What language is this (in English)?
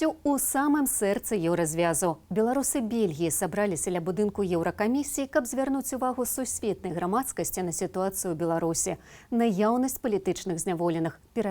Belarusian